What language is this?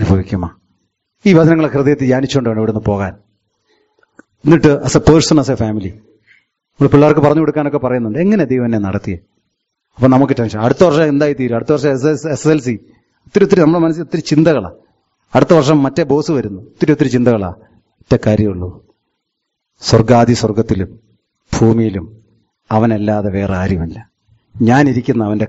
Malayalam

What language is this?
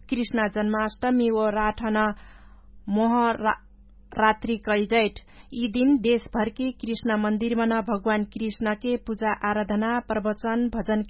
Dangaura Tharu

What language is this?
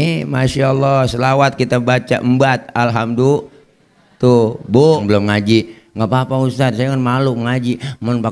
Betawi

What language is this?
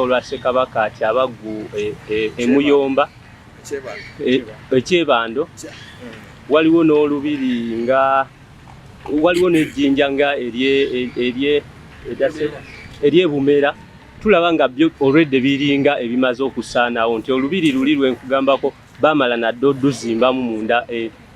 Ganda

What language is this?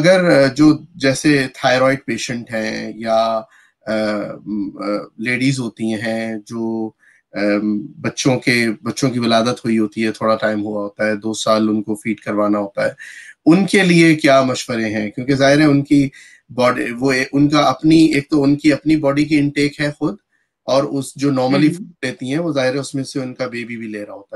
Urdu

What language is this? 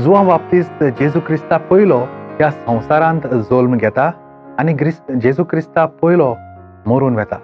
Konkani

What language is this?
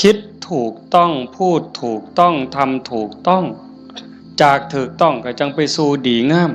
Northeastern Thai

